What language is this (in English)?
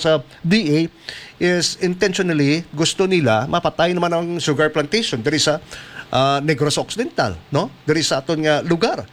Hiligaynon